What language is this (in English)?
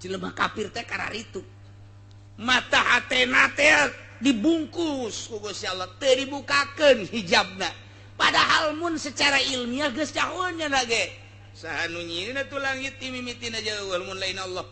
Sundanese